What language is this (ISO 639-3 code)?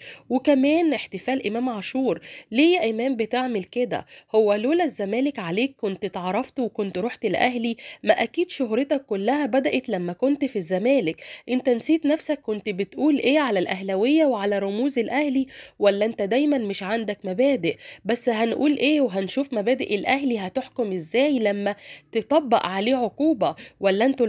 arz